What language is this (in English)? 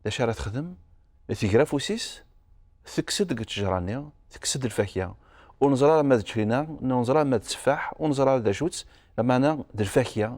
Kabyle